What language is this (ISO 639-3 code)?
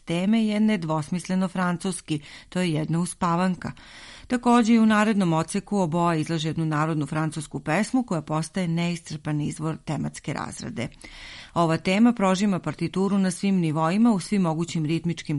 srp